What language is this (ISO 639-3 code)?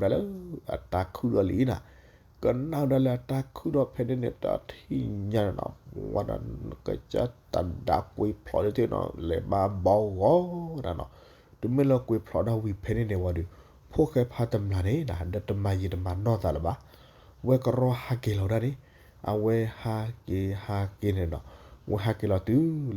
ksw